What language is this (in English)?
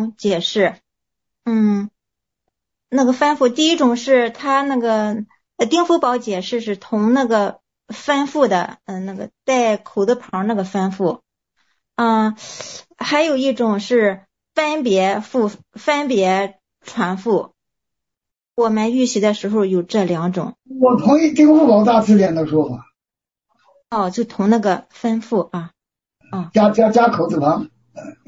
Chinese